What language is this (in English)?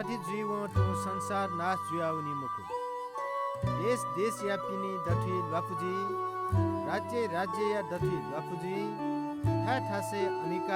Newari